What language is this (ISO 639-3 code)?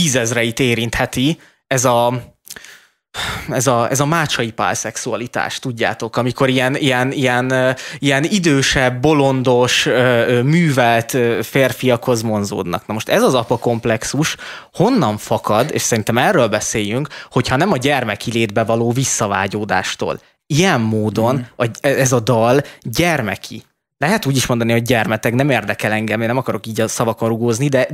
hun